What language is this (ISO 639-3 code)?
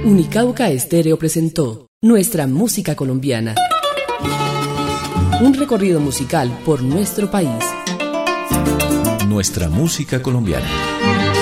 spa